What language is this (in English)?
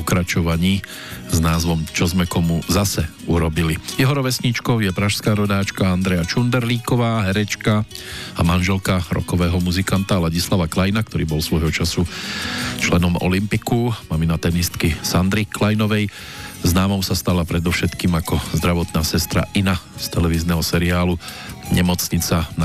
Slovak